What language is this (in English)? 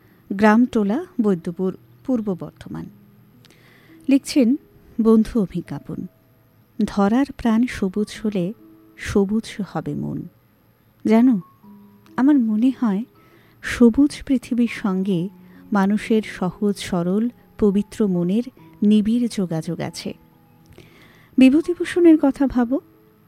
Bangla